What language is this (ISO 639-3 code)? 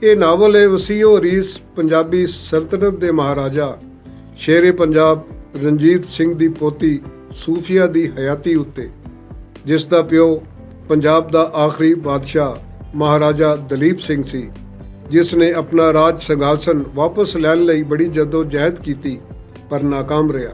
lah